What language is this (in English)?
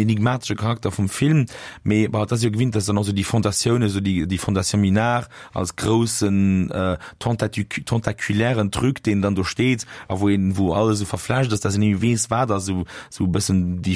Luxembourgish